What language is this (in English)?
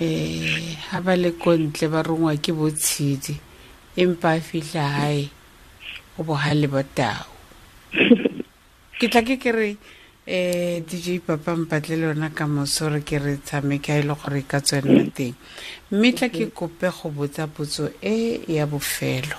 Tswana